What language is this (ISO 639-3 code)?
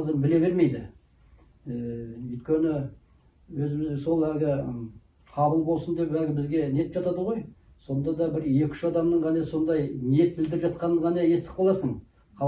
kaz